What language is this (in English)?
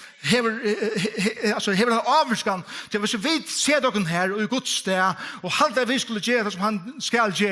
Faroese